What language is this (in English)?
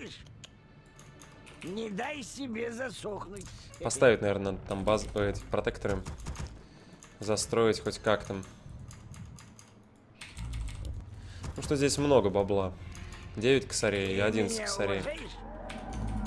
Russian